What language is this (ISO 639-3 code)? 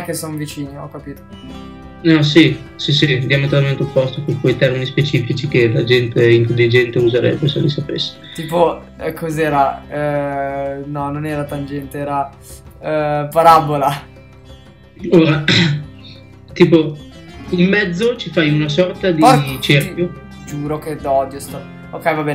ita